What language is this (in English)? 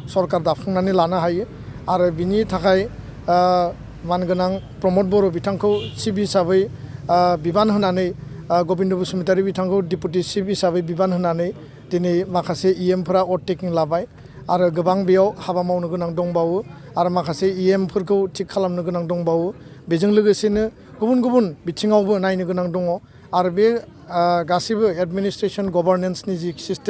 Bodo